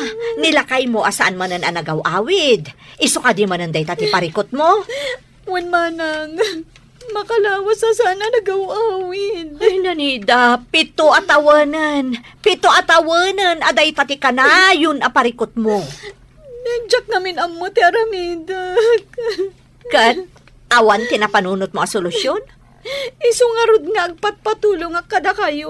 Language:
Iloko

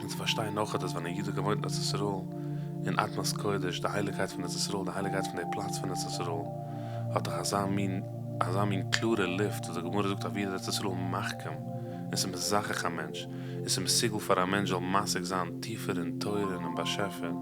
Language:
Yiddish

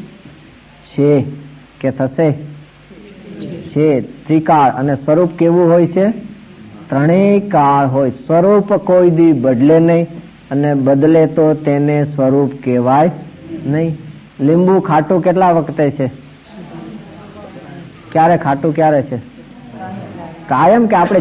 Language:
Gujarati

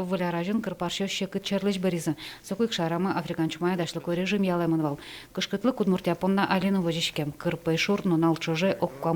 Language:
Udmurt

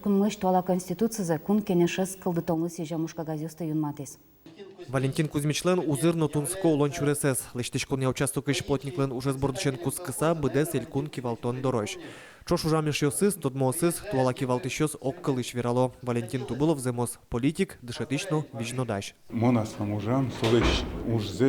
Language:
Udmurt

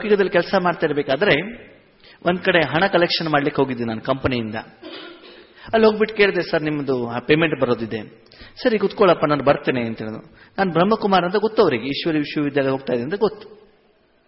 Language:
Kannada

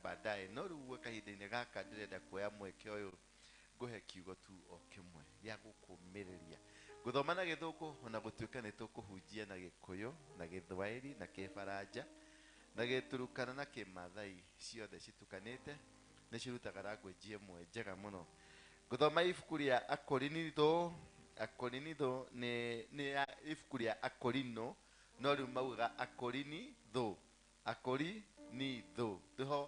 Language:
Kikuyu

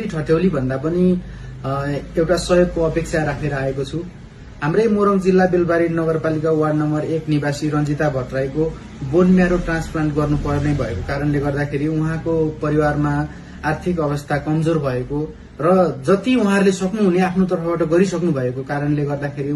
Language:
Nepali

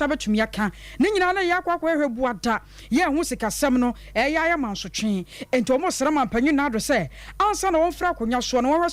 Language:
Akan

